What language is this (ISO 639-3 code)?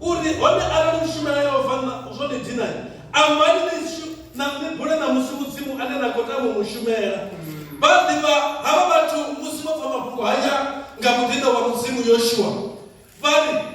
ven